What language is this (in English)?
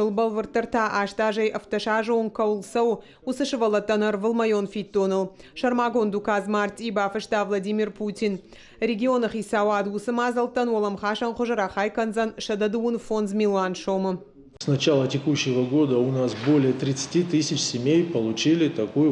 Ossetic